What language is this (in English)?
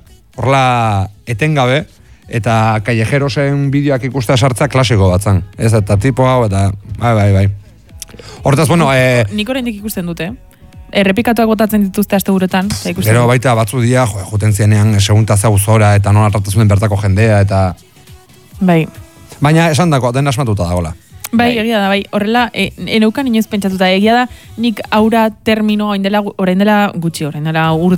Basque